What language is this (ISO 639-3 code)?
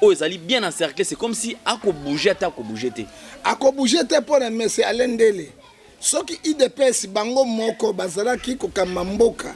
lin